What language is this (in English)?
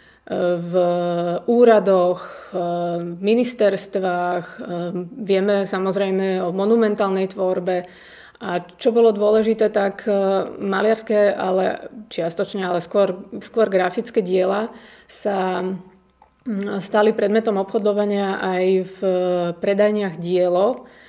Slovak